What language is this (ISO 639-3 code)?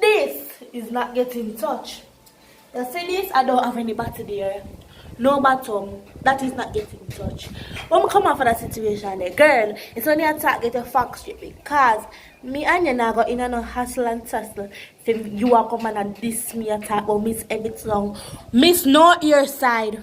jam